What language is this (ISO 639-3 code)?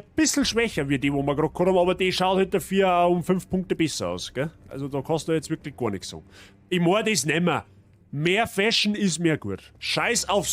bar